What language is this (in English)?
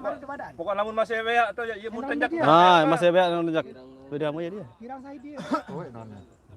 Sasak